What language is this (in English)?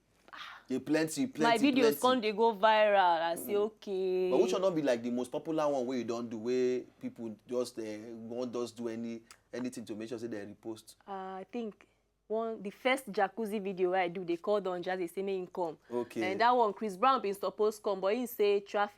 Nigerian Pidgin